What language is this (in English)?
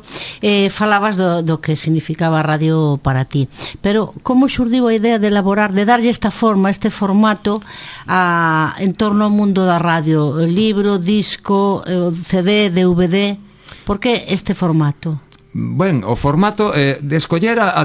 Galician